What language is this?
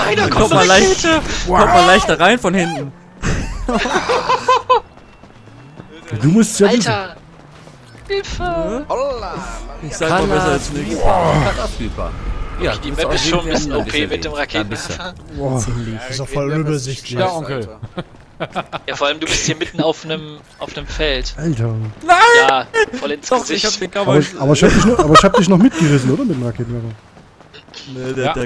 German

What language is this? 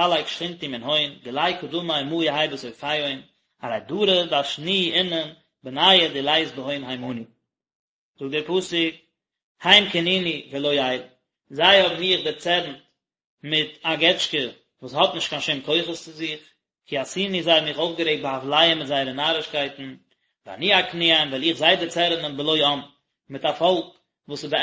Yiddish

